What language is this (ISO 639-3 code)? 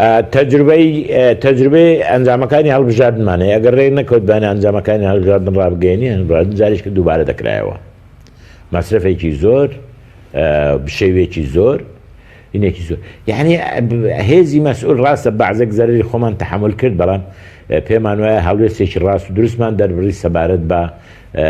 ckb